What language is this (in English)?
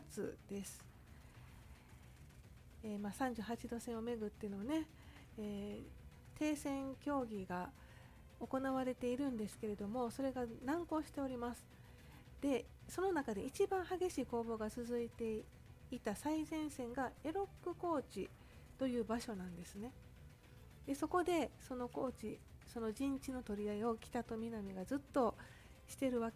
Japanese